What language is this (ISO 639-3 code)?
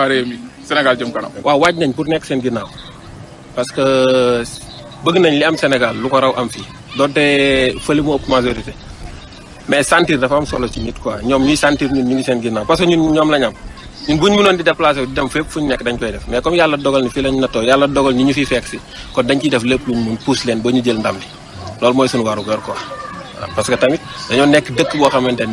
wol